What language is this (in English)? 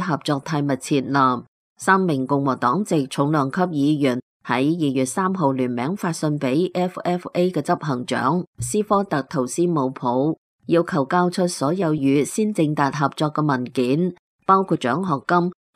Cantonese